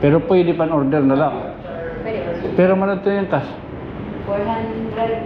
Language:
Waray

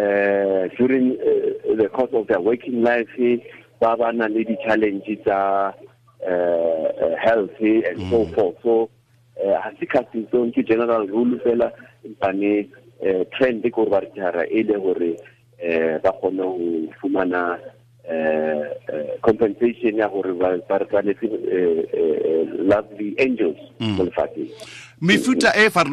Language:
Tswana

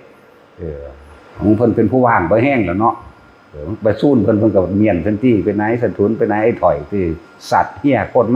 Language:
Northeastern Thai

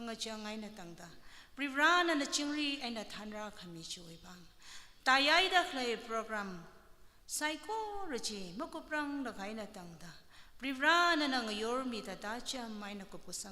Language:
Tangkhul Naga (India)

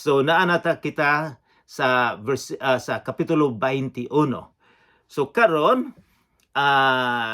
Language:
Cebuano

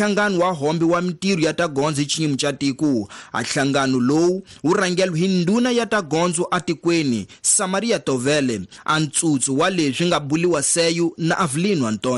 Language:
Tsonga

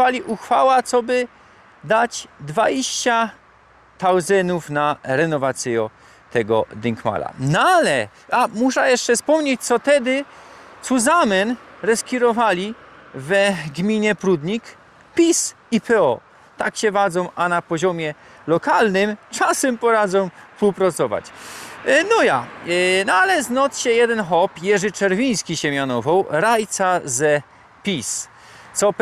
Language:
Silesian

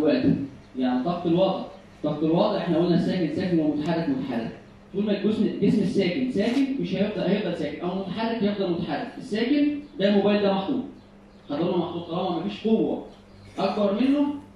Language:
Egyptian Arabic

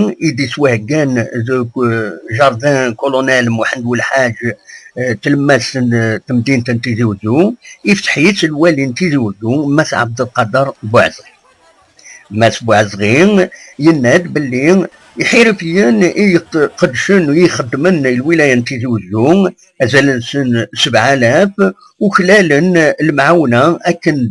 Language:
Kabyle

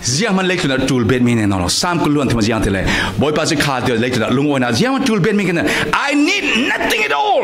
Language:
Falam Chin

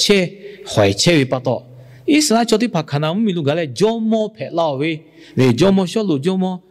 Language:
Lahu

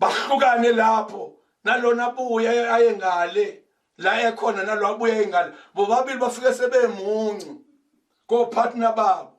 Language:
Zulu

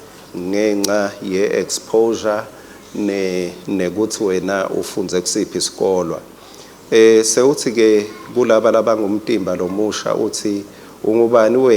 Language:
Swati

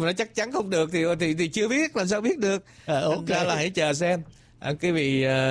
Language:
Vietnamese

